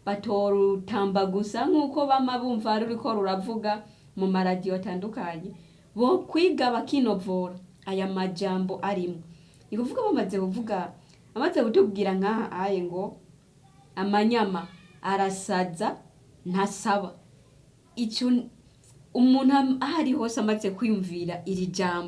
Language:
Rundi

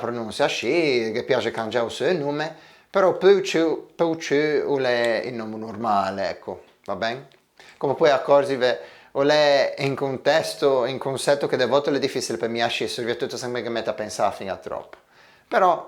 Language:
Ligurian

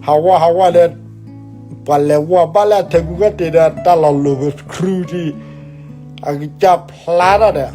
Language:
S'gaw Karen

